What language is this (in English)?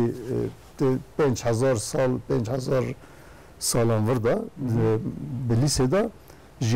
Kurdish